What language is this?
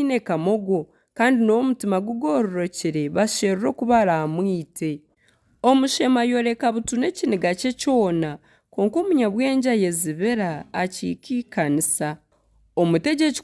Nyankole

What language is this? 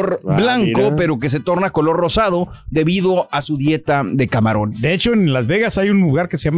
Spanish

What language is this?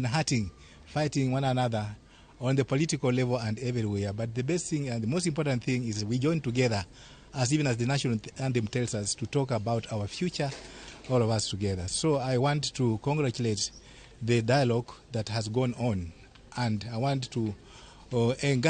Luo (Kenya and Tanzania)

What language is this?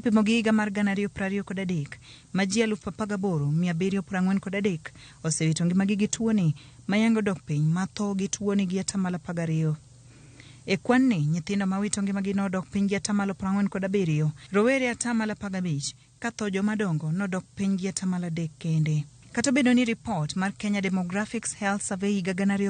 Luo (Kenya and Tanzania)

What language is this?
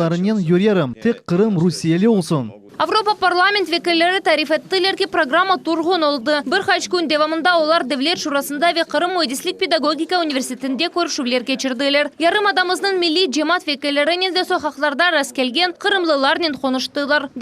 Crimean Tatar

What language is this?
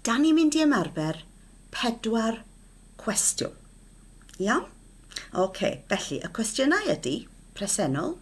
Welsh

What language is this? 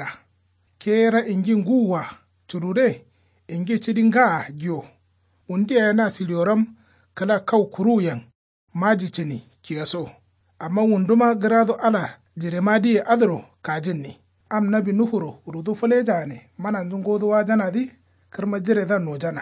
Kanuri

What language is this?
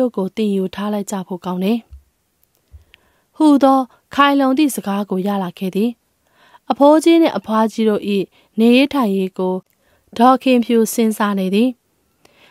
Burmese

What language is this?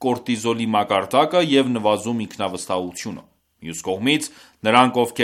Armenian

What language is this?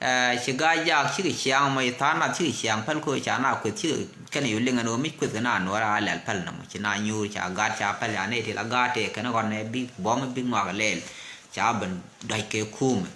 Nuer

